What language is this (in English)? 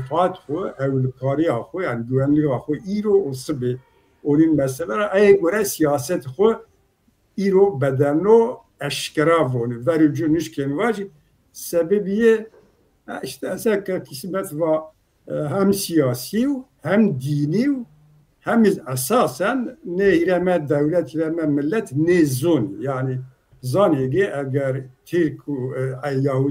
Zaza